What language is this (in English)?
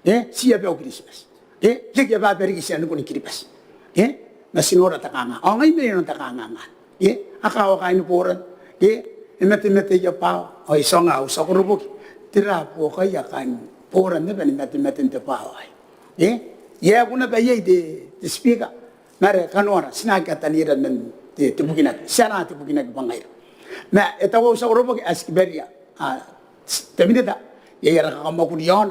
Gilbertese